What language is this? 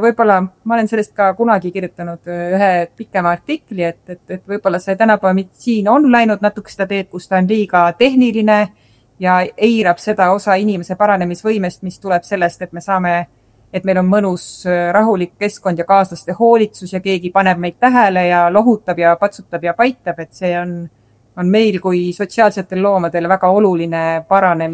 Estonian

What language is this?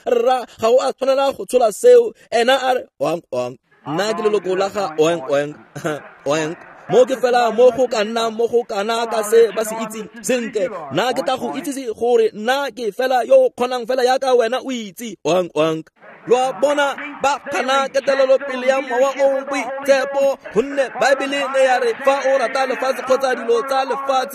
Tswana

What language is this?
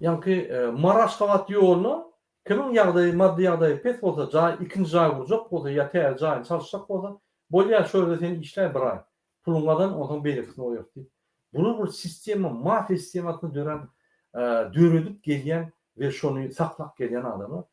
Turkmen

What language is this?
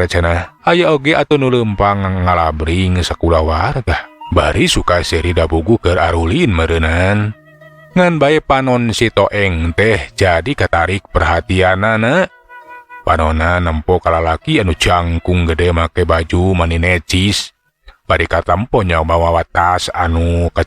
Sundanese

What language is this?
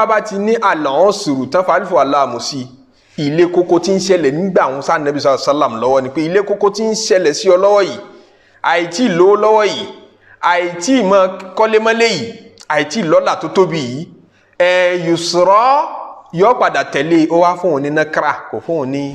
Yoruba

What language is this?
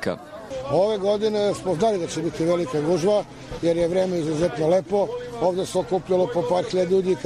Bosnian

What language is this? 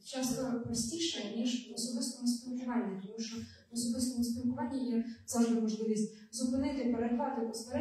Ukrainian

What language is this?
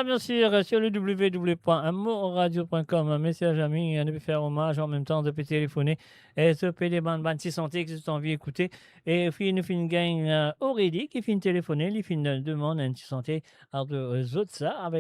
Morisyen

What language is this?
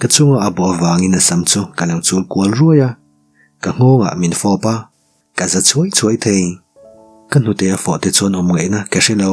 Mizo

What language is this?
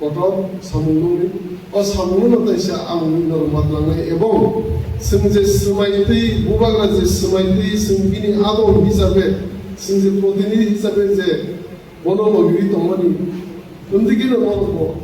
Kok Borok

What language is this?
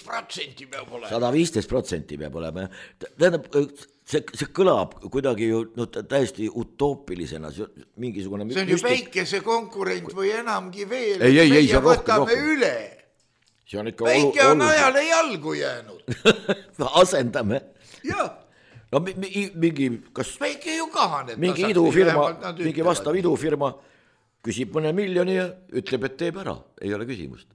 Estonian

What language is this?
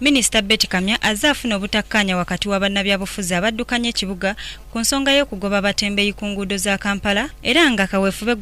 Ganda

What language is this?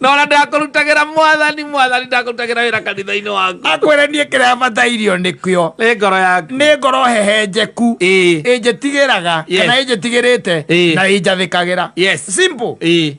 Kikuyu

